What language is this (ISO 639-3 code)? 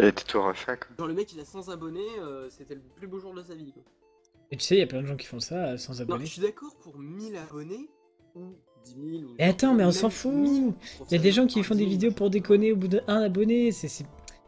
fra